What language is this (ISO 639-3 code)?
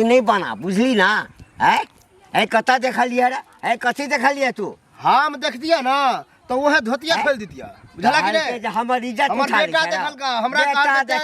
mai